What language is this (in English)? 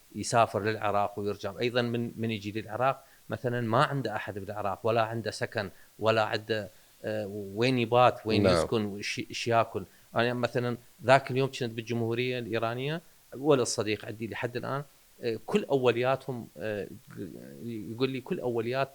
Mesopotamian Arabic